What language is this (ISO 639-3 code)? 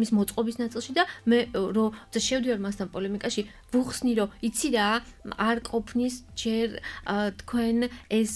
kat